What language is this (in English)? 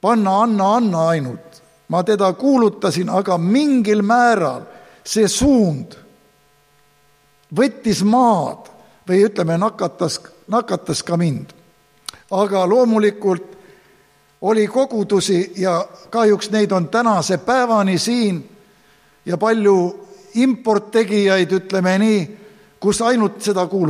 Estonian